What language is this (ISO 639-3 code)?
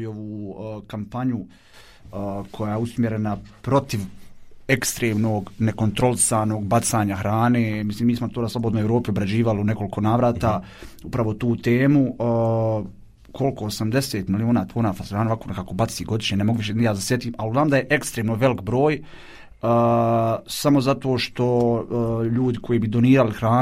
bos